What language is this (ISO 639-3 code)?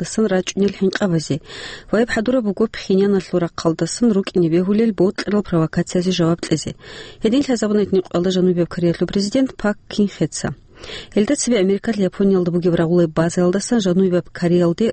ava